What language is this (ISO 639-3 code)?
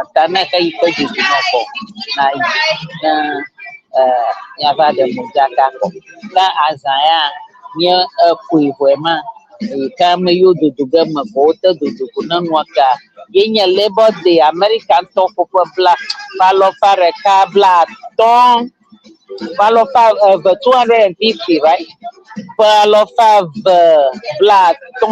ewe